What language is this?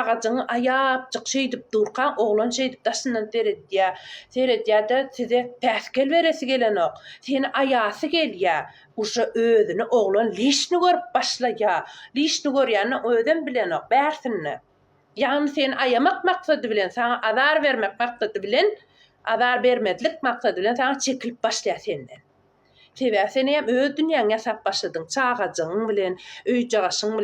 Turkmen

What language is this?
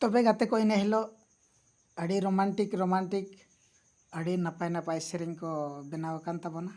Santali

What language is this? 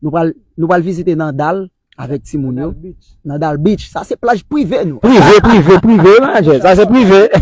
Haitian Creole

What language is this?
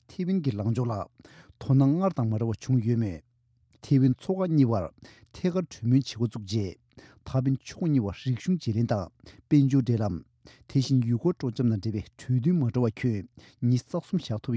Tibetan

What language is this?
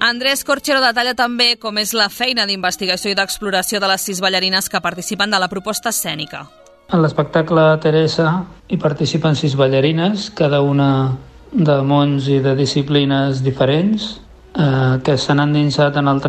Catalan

